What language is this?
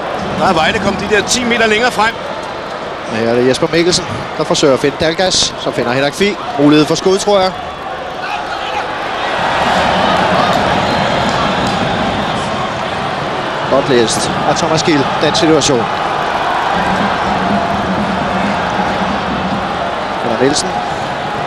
Danish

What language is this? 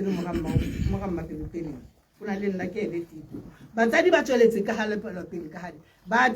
Tswana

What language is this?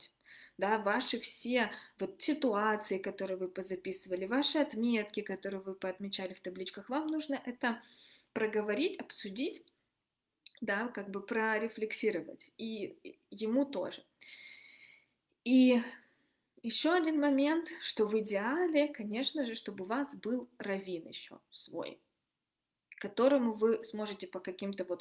Russian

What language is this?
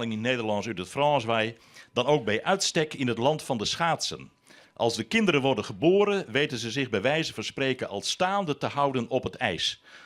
Western Frisian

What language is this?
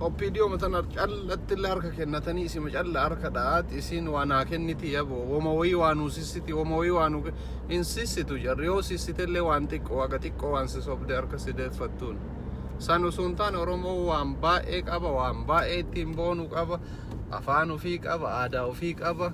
Oromo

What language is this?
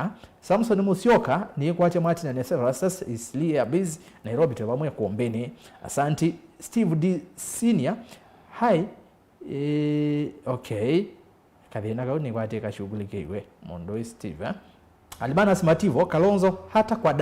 Kamba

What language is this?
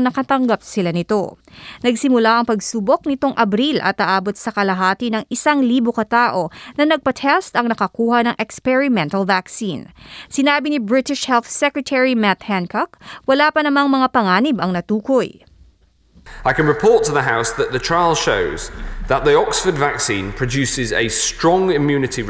Filipino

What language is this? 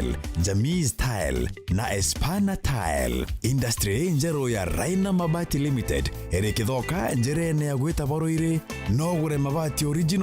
Meru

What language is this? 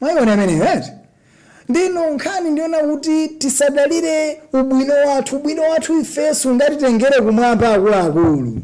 Nyanja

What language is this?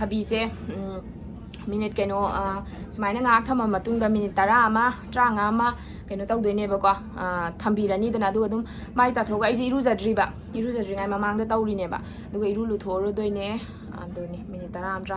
Manipuri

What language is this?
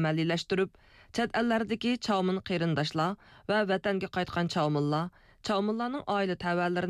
Uyghur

